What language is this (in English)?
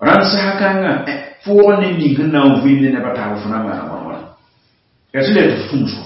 Mossi